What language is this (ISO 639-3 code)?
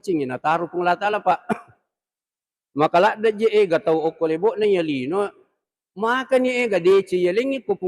bug